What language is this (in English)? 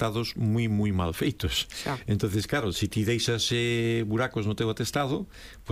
Galician